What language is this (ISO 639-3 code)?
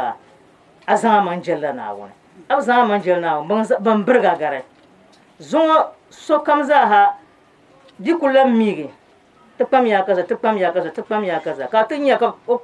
dag